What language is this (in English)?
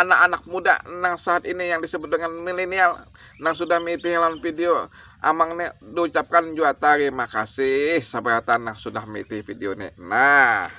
Banjar